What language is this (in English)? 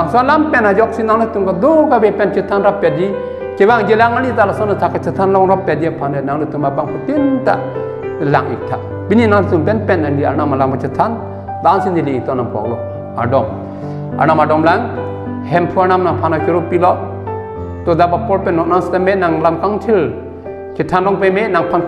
Karbi